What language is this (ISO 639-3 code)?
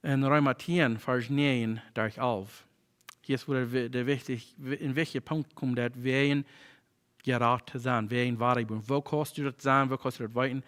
pdt